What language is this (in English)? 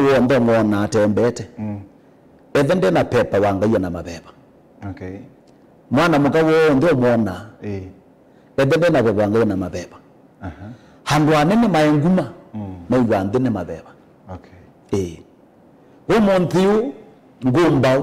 Kamba